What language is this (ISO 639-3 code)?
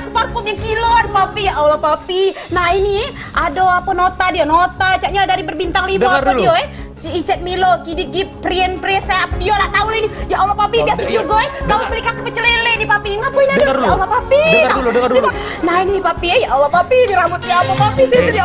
mui